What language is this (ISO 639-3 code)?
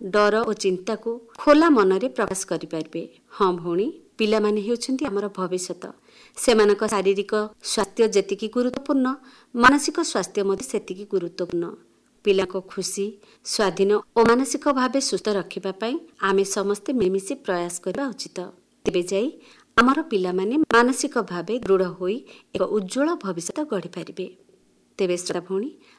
ori